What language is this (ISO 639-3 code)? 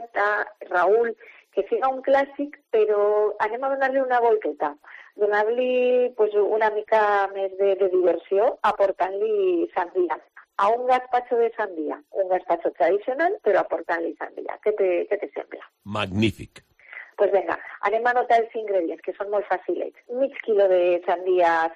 cat